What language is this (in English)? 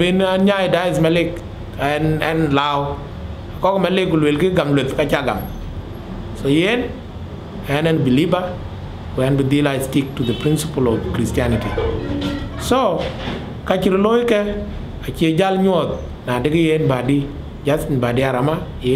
Dinka